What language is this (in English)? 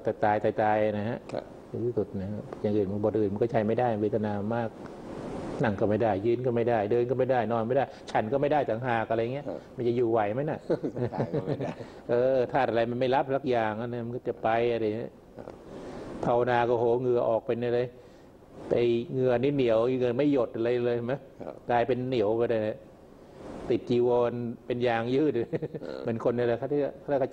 Thai